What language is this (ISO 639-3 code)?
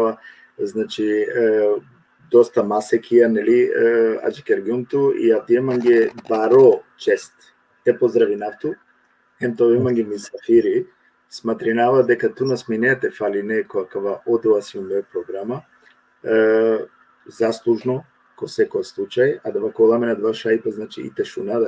rmn